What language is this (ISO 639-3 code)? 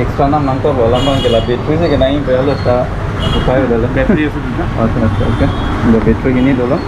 mjw